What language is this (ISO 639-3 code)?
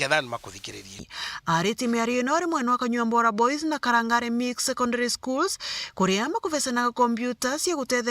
mer